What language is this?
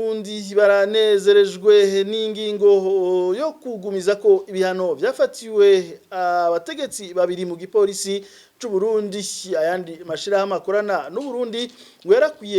Rundi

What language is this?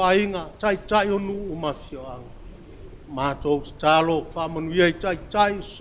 Samoan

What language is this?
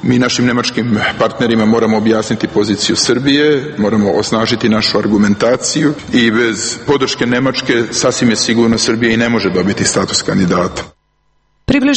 Serbian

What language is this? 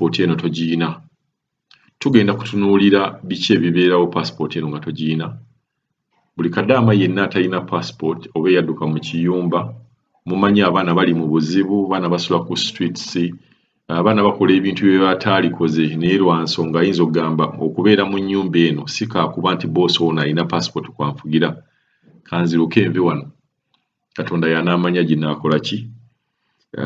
Ganda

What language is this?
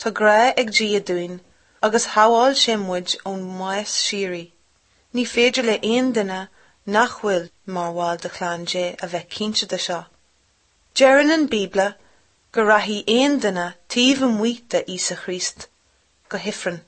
Irish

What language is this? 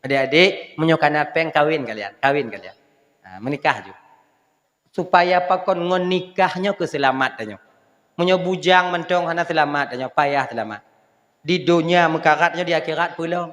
Achinese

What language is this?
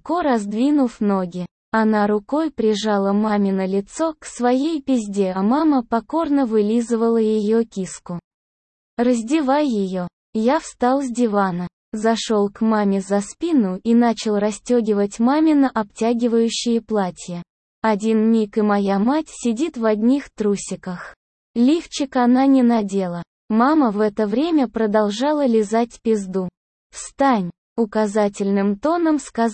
Russian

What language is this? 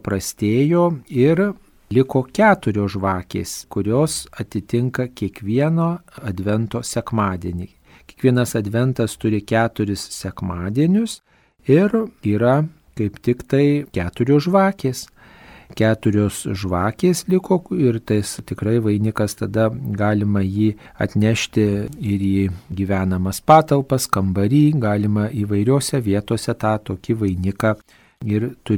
Lithuanian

